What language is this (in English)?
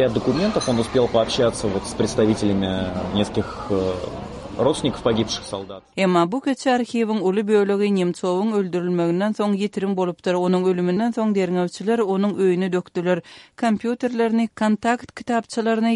Kyrgyz